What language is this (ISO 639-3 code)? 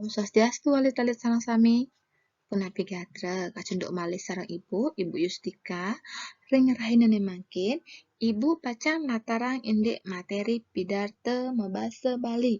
ban